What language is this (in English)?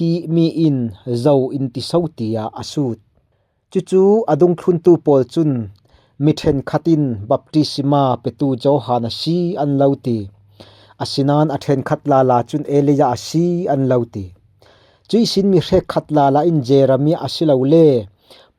Falam Chin